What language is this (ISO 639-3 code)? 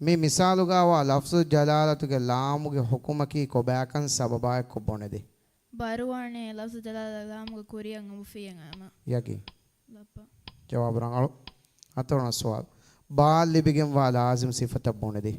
div